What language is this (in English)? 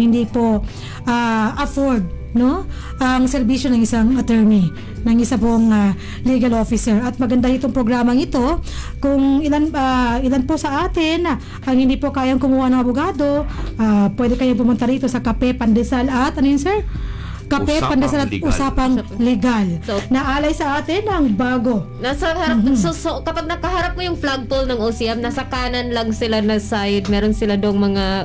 Filipino